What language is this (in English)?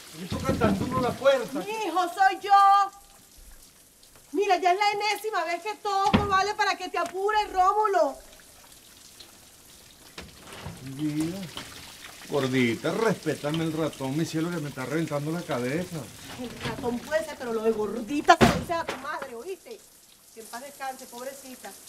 Spanish